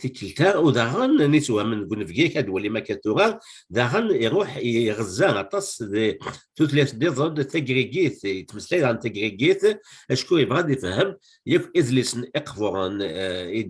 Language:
Kabyle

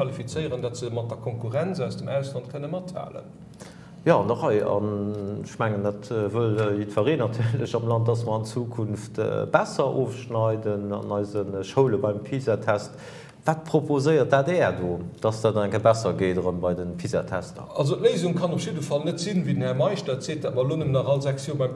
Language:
Luxembourgish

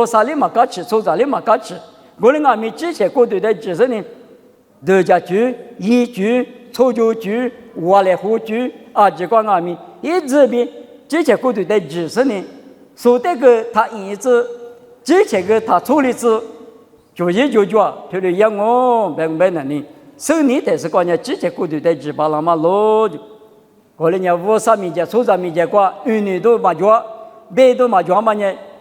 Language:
Lisu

